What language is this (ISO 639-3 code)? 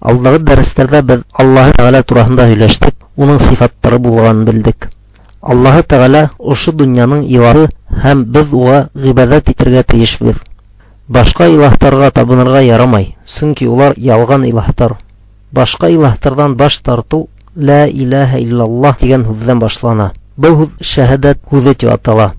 bak